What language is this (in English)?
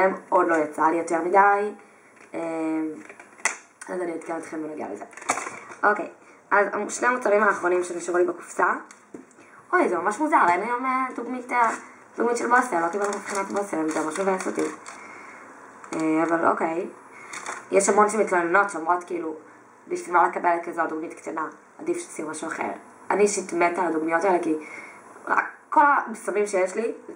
Hebrew